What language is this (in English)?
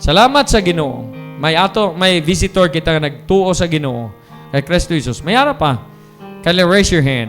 Hiligaynon